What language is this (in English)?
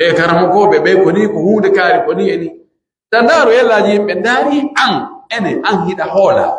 Pular